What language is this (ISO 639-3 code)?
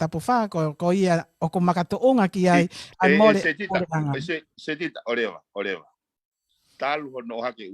ton